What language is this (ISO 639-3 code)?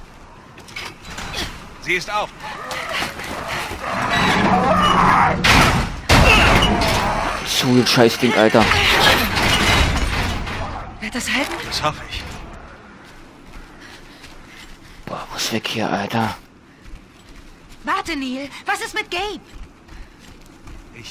deu